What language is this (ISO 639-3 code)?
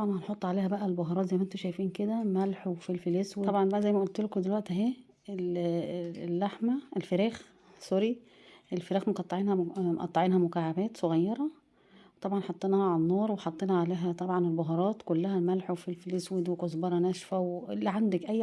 arz